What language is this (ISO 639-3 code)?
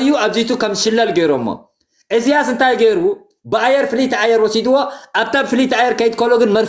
tir